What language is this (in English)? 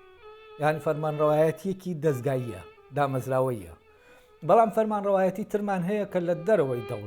Central Kurdish